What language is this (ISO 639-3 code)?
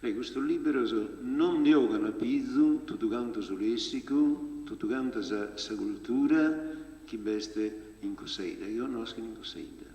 srd